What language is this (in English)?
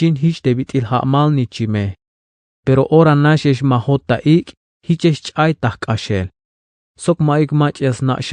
Tzeltal